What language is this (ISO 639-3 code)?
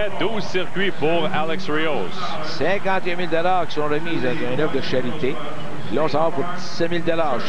fra